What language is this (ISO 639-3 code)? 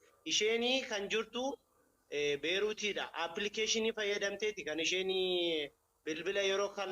orm